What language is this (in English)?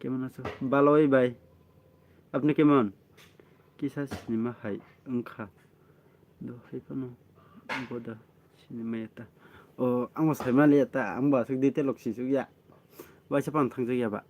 Kok Borok